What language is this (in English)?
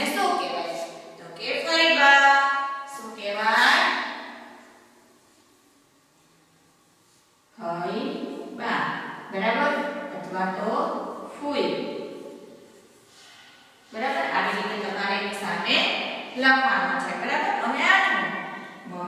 Gujarati